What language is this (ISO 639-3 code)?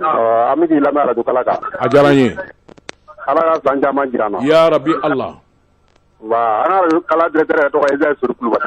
bam